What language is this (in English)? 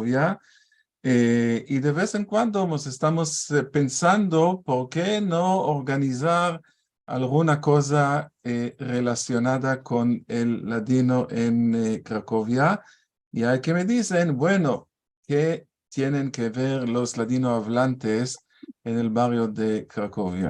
Ladino